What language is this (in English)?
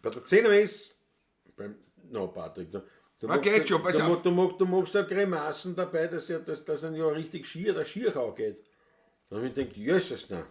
Bavarian